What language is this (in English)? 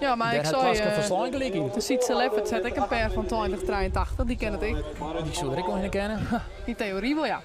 Western Frisian